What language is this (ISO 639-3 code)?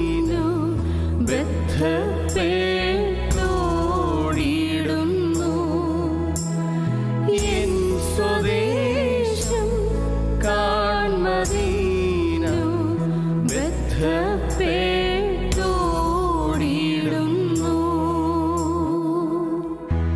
mal